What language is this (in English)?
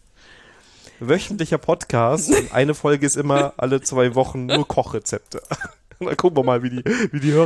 German